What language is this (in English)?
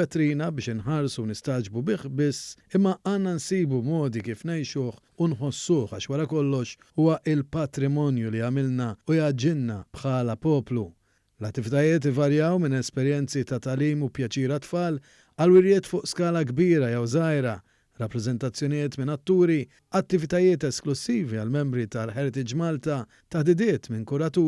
Maltese